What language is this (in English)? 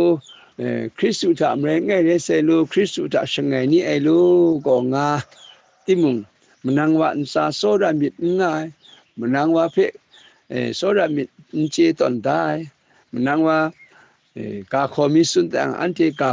Kachin